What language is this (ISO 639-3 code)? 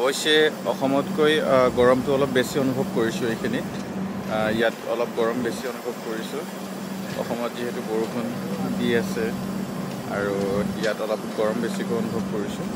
asm